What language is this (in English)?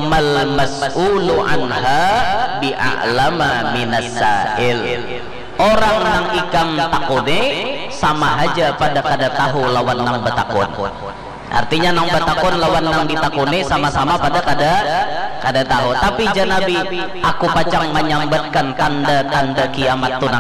Banjar